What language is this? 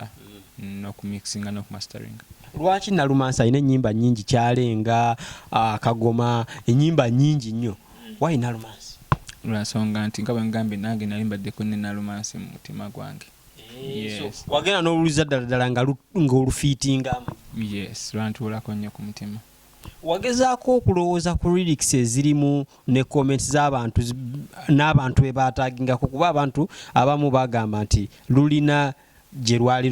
Ganda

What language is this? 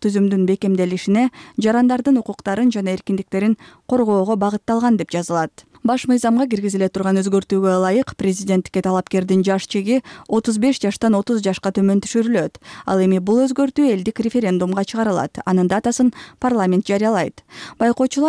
Kyrgyz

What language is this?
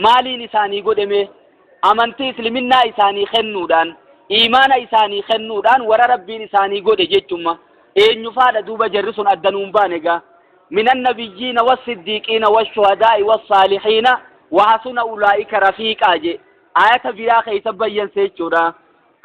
Oromo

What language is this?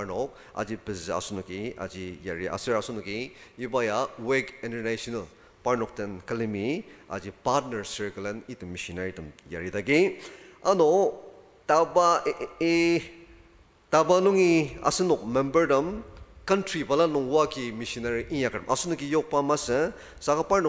Ao Naga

